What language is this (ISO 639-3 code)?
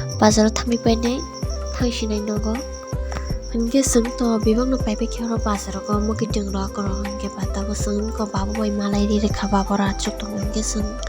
trp